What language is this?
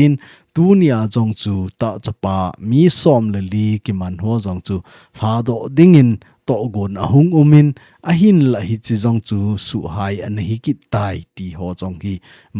Thado Chin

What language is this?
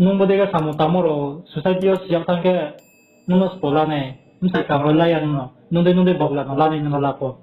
Riang (India)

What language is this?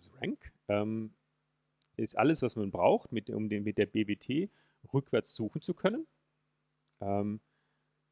German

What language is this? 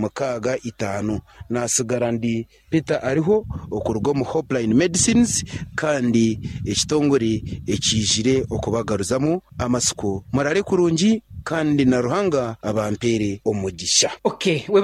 Nyankole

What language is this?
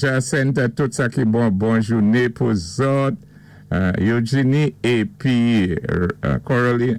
Saint Lucian Creole French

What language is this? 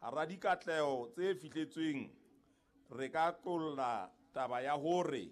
Southern Sotho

